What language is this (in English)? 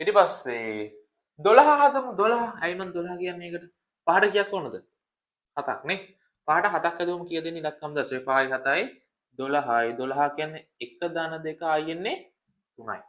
Sinhala